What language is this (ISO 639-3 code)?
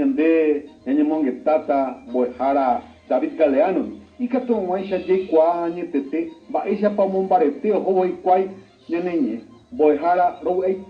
grn